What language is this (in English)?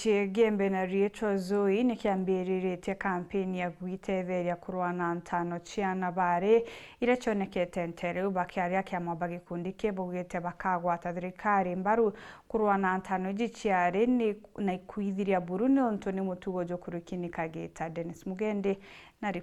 Meru